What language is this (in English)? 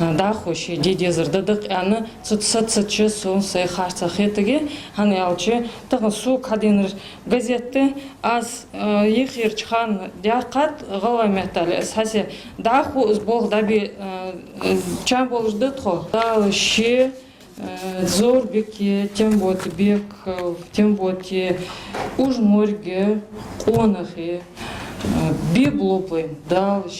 Ingush